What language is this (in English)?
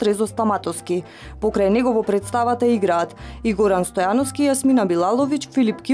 Macedonian